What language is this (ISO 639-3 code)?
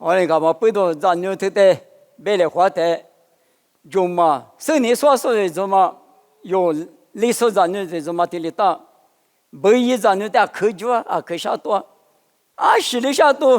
lis